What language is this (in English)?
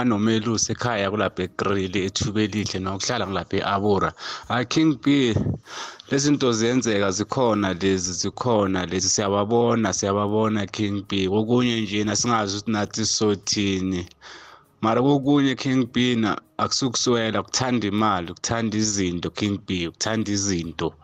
South Ndebele